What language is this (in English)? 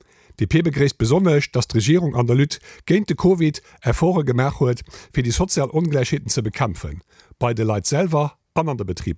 Luxembourgish